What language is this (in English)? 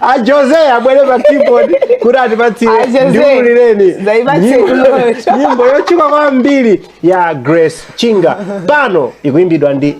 Nyanja